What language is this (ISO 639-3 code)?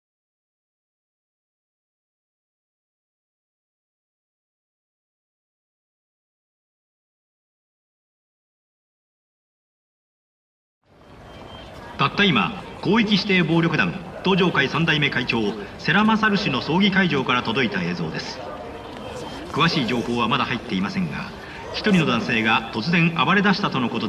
jpn